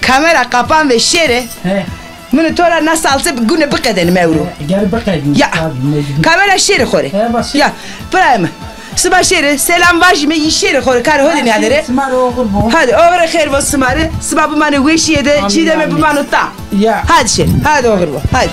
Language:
Zaza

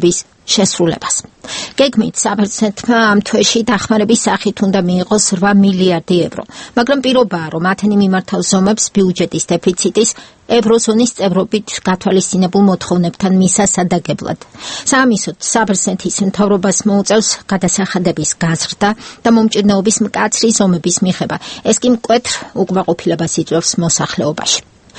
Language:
Georgian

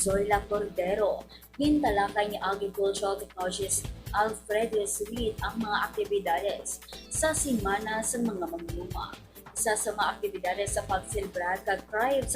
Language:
Hiligaynon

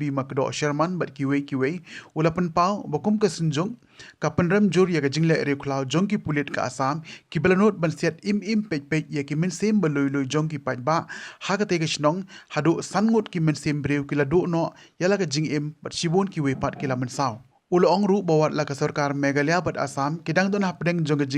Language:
Khasi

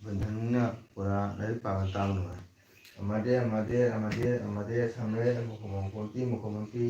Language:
Manipuri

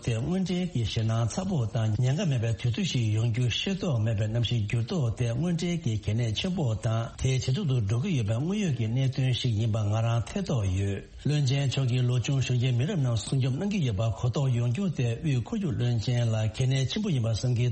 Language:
Tibetan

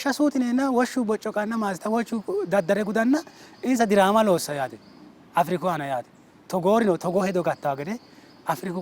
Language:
Sidamo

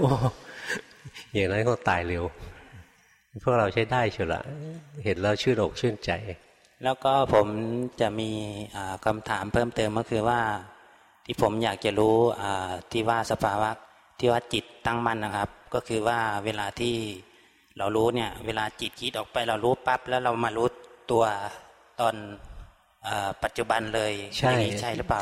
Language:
Thai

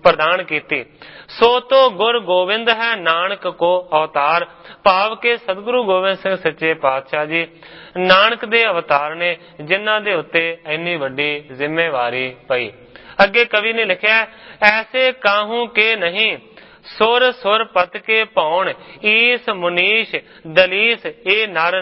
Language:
Punjabi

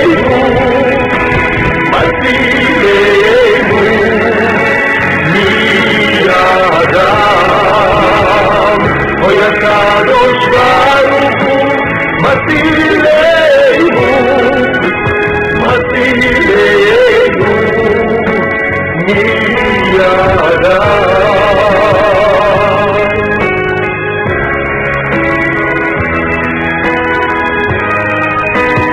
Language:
Hebrew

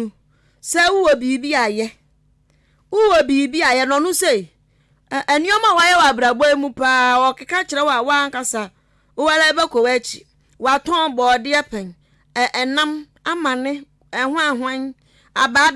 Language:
Akan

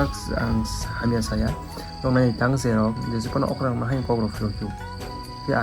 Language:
Kok Borok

